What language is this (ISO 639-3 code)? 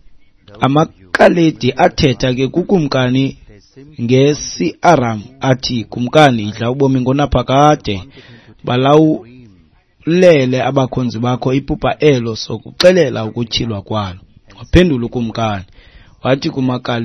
xho